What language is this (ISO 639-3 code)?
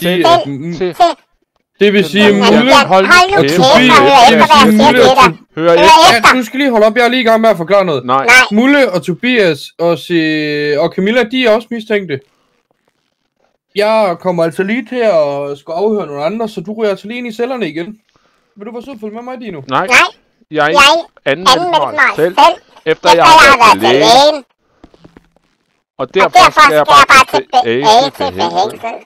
dan